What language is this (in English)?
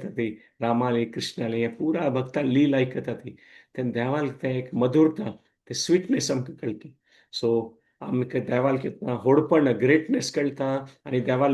Konkani